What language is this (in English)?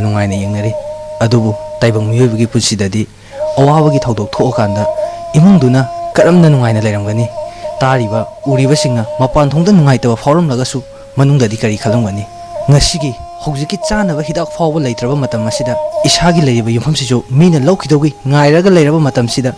Manipuri